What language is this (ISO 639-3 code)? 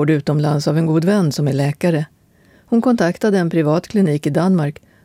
swe